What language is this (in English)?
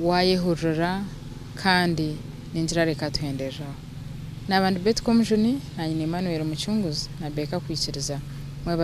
Nyankole